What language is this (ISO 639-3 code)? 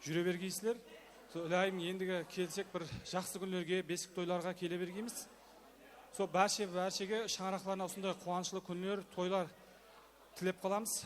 kaa